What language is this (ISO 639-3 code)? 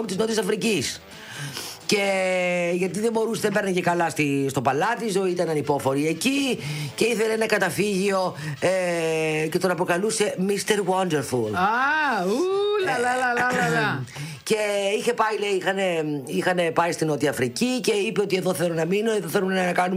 ell